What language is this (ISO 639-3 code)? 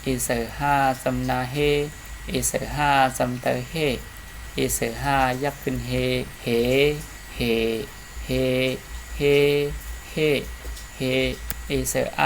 shn